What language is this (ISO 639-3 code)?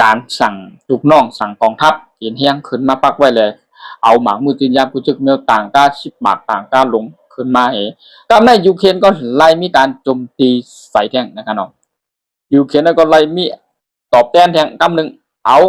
shn